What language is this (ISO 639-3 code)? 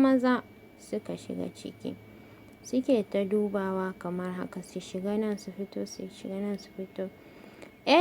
hau